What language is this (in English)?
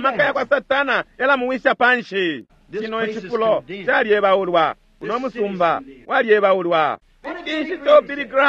Bemba